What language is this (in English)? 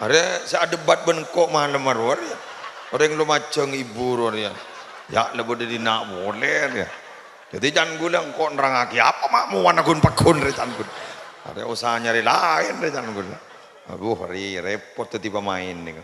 Madurese